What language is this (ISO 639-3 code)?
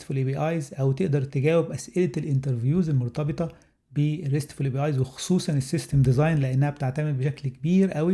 arz